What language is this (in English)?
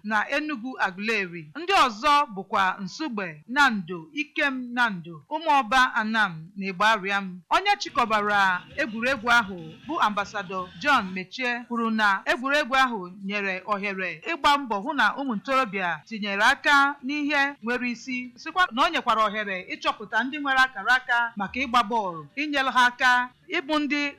Igbo